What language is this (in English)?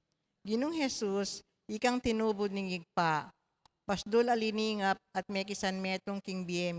Pampanga